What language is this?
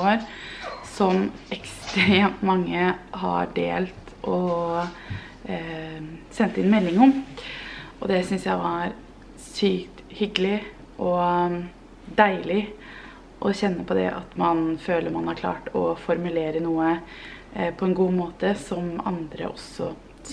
Norwegian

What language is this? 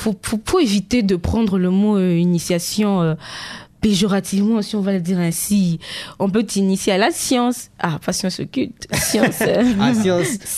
French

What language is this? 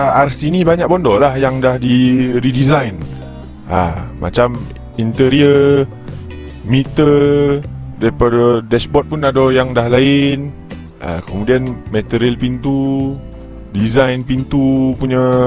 Malay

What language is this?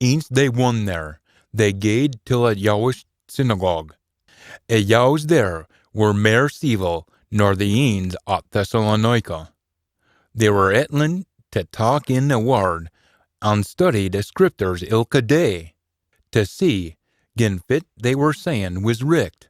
Scots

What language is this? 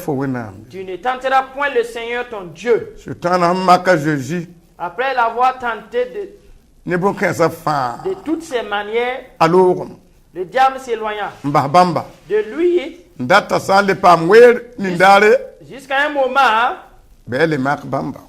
Mossi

